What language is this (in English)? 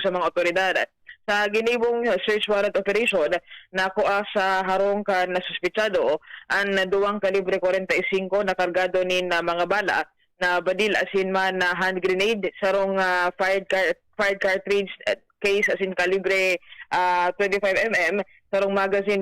Bikol